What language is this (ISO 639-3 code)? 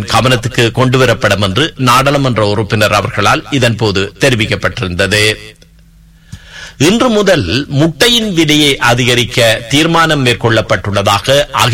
tam